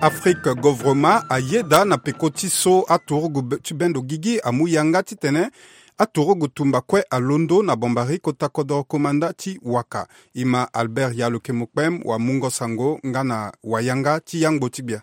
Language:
Sango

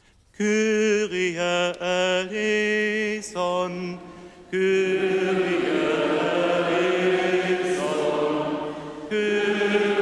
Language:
Upper Sorbian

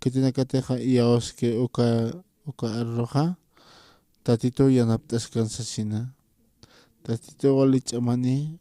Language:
Aymara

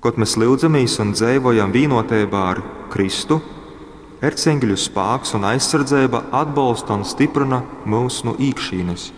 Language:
Latgalian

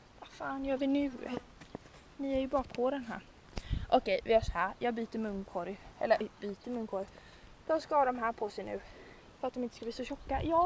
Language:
Swedish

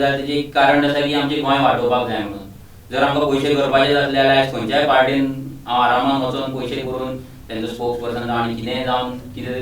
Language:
Konkani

